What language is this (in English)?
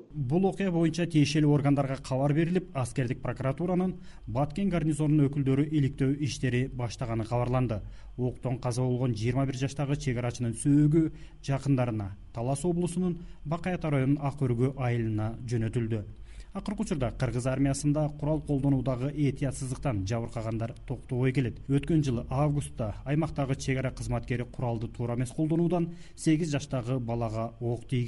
Kyrgyz